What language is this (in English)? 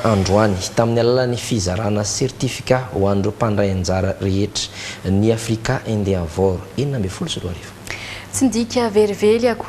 Malagasy